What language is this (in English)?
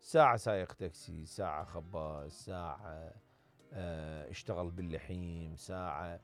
Mesopotamian Arabic